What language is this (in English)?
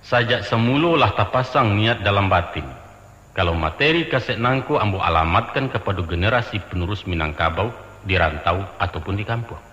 Minangkabau